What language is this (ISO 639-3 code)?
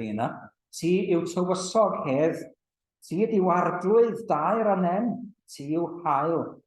cym